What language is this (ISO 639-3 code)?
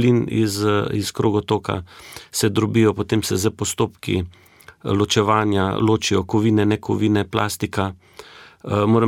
slv